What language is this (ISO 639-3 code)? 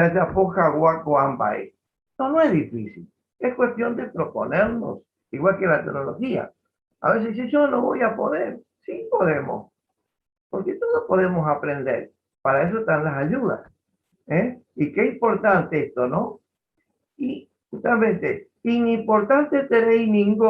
grn